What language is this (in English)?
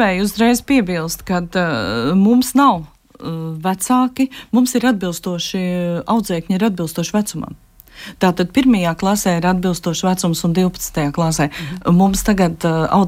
Latvian